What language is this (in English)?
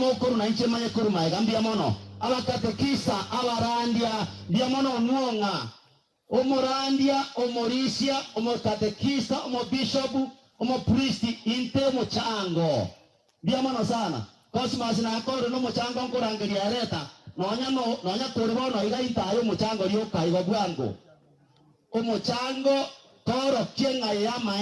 Gusii